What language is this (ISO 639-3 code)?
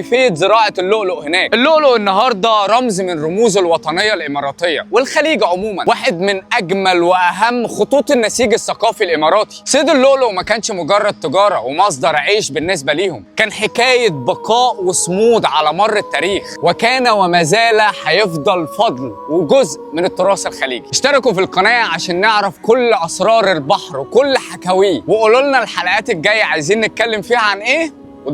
arz